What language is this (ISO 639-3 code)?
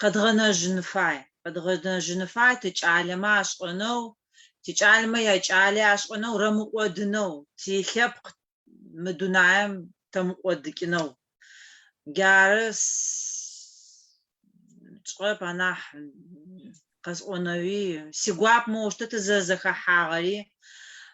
ady